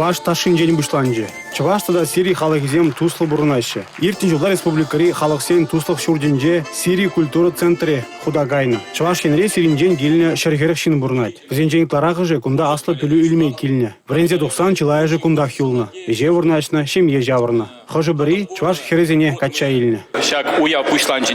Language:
Chuvash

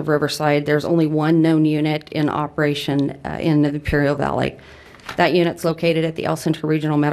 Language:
English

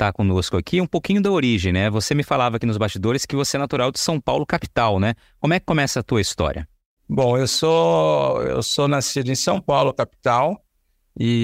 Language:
Portuguese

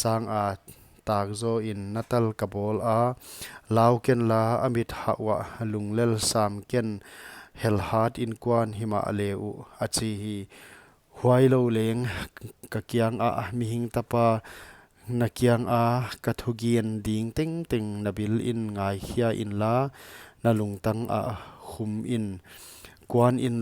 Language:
Paite Chin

